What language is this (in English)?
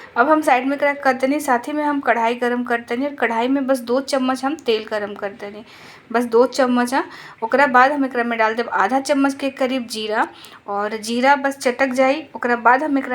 Bhojpuri